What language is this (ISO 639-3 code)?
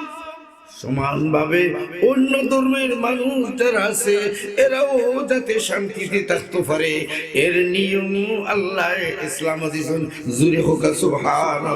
syl